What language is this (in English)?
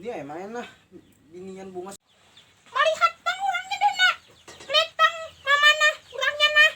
Banjar